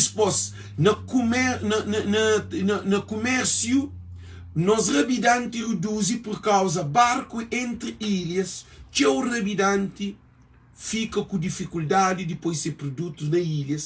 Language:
Kabuverdianu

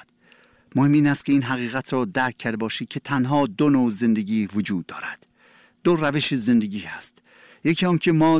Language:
Persian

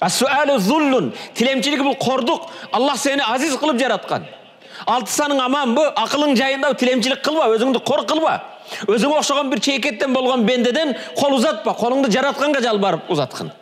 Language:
Kyrgyz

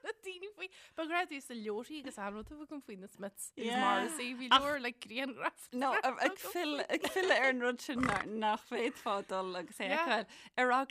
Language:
Irish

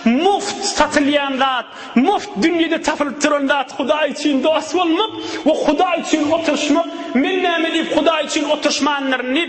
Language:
Turkmen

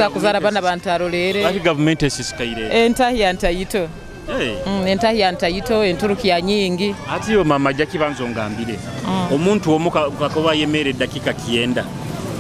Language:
Nyoro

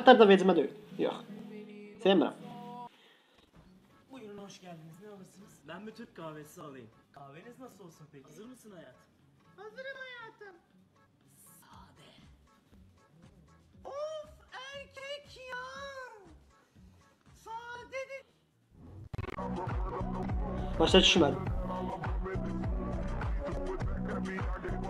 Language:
Turkish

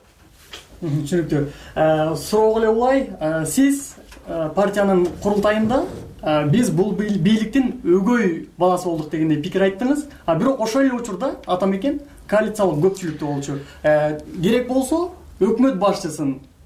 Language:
Kyrgyz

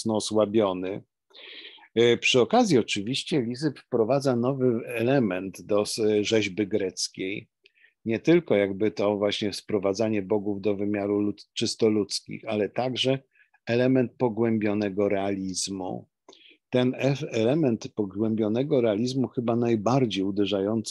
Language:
Polish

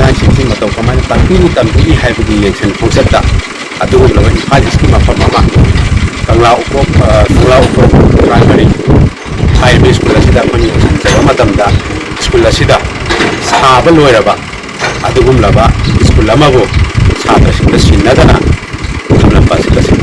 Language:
Manipuri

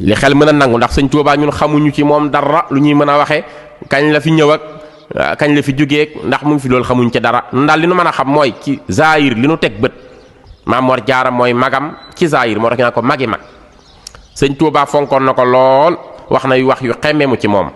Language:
Wolof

